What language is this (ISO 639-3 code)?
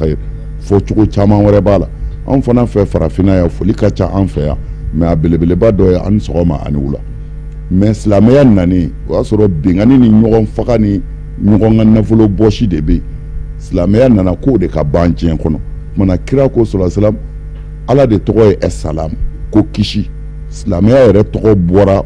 bam